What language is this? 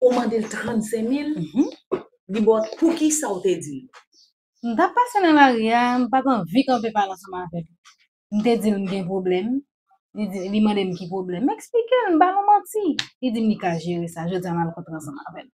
Haitian Creole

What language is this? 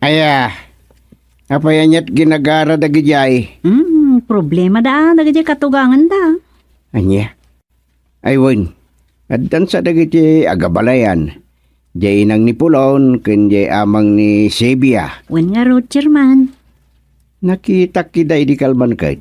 Iloko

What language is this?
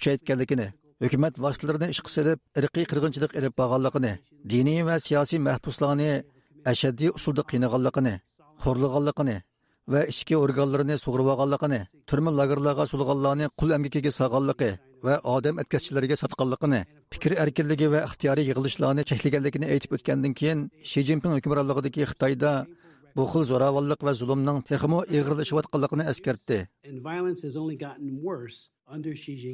Uyghur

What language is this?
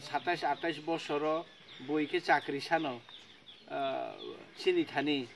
Kok Borok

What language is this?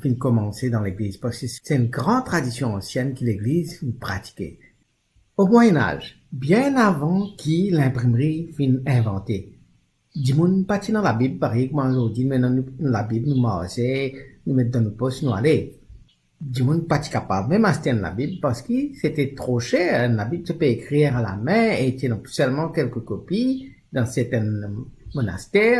Morisyen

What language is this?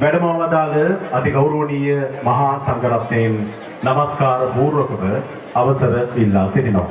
Sinhala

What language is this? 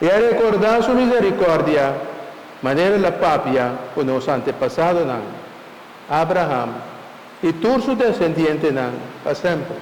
Papiamento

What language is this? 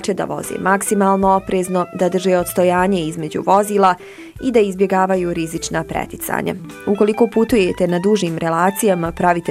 Bosnian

